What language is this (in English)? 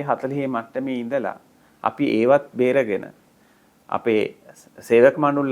Sinhala